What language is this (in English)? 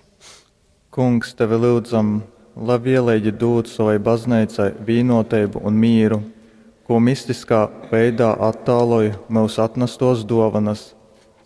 Latgalian